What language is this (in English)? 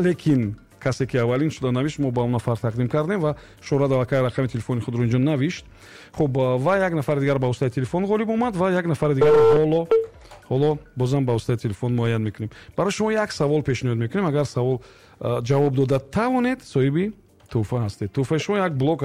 Tajik